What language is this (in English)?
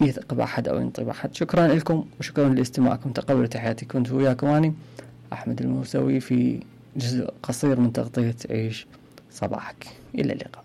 Mesopotamian Arabic